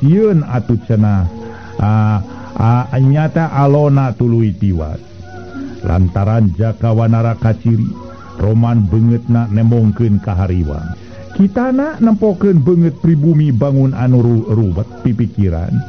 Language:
Sundanese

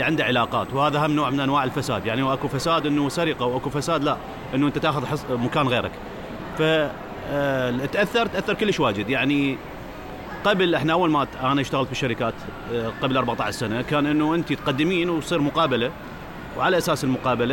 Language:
Mesopotamian Arabic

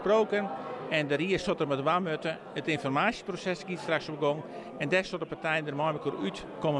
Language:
Western Frisian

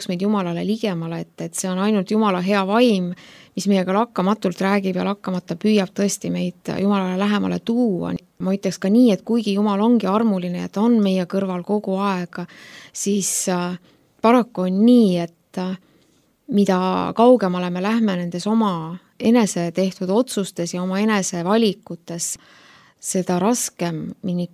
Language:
Estonian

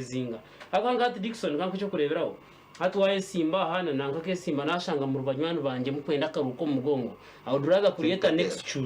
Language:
Nyankole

